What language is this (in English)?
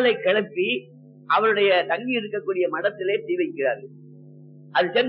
Tamil